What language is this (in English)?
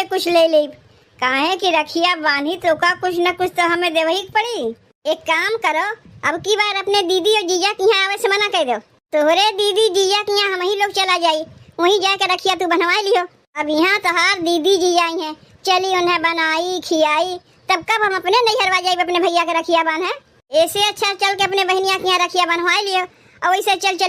Awadhi